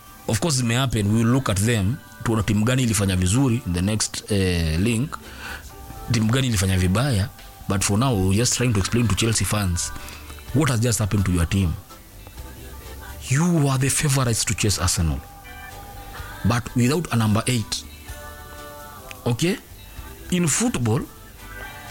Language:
Swahili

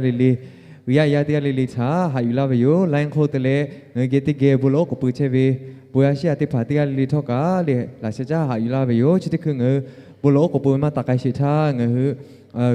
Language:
Lahu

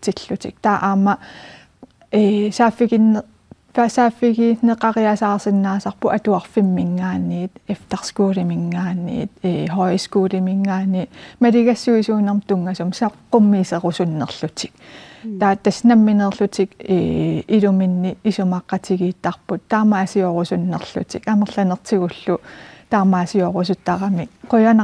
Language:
Kalaallisut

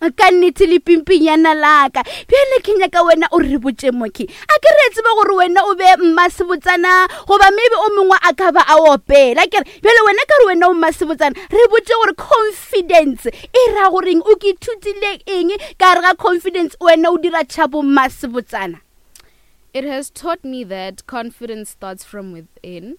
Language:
Northern Sotho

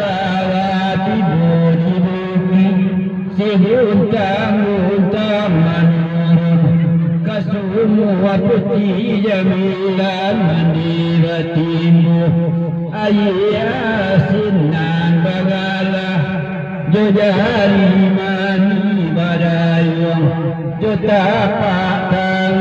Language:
Minangkabau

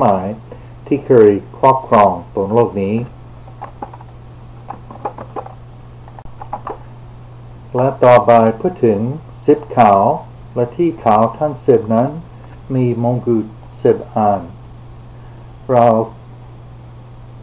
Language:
Thai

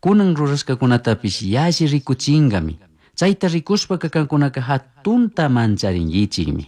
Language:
Chimborazo Highland Quichua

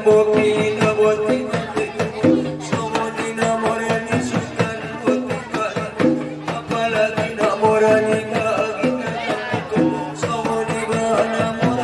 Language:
Batak Angkola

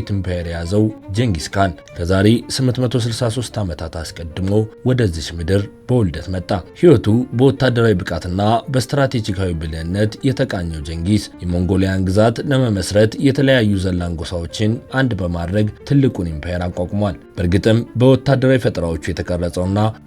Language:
Amharic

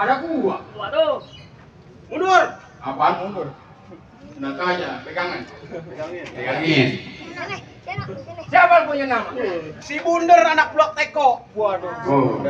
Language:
Betawi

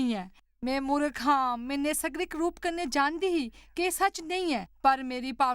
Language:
Dogri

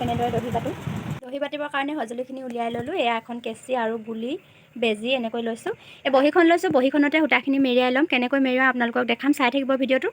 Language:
Assamese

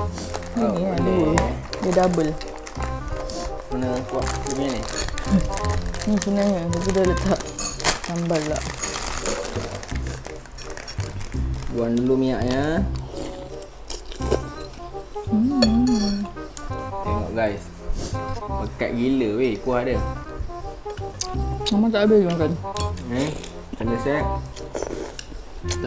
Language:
Malay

